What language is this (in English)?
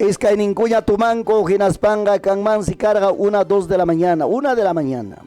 Ayacucho Quechua